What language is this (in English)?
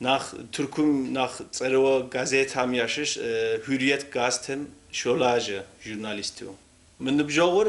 Kabardian